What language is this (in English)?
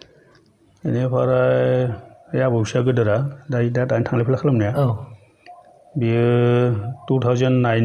Bodo